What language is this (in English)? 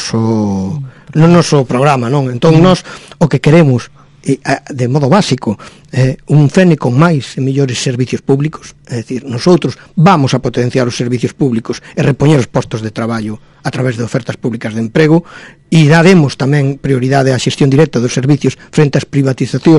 Galician